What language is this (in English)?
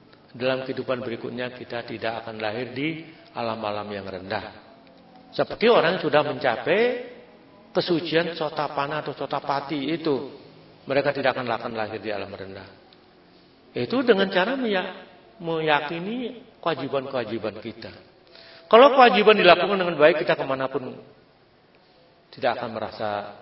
Indonesian